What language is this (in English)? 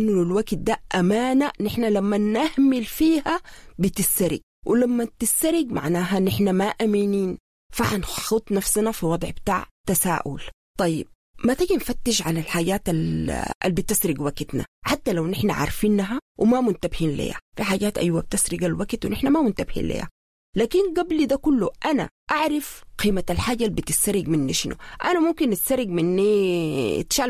Sudanese Arabic